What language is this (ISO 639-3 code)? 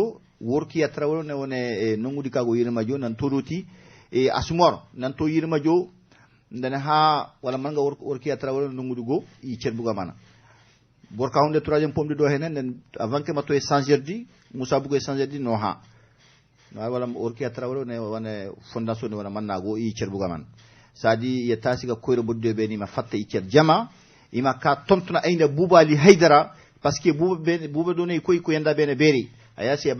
bam